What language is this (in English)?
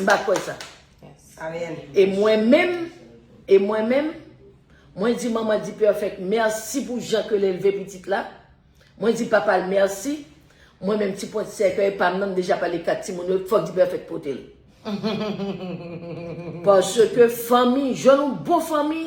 Haitian Creole